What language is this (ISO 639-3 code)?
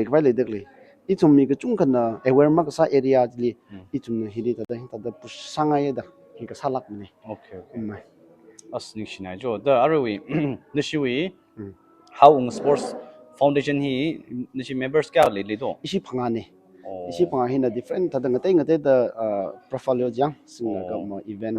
nmf